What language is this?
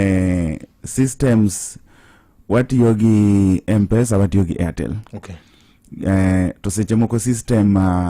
Luo (Kenya and Tanzania)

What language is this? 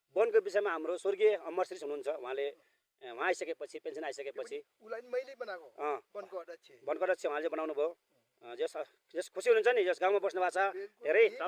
Nepali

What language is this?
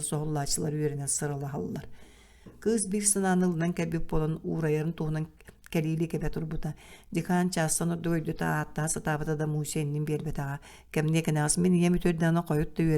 Yakut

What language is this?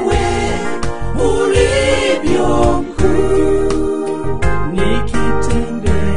Swahili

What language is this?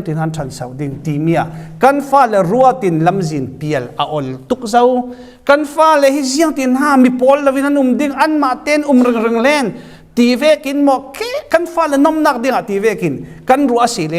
Falam Chin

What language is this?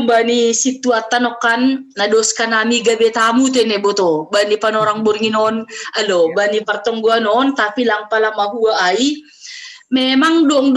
Batak Simalungun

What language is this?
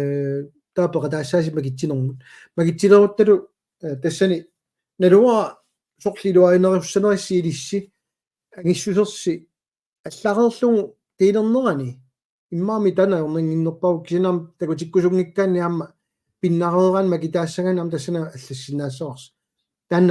Kalaallisut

